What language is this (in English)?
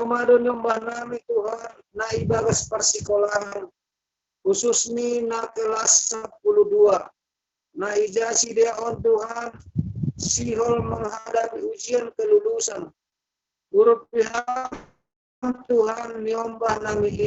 Batak Simalungun